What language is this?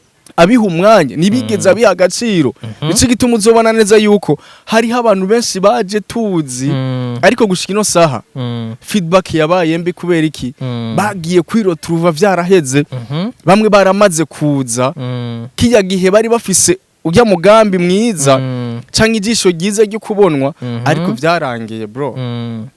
Rundi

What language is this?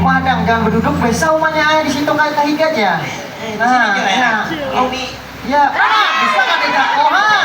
Banjar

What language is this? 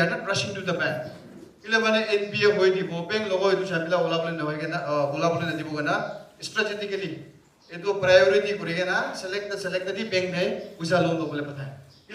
Naga Pidgin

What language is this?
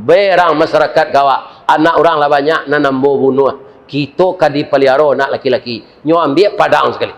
Minangkabau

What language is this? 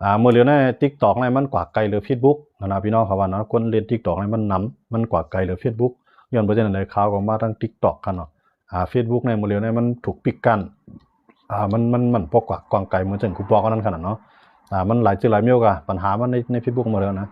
Shan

